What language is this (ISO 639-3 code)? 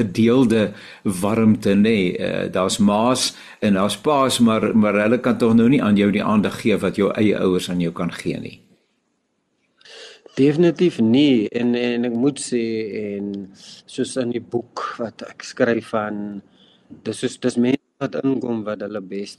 afr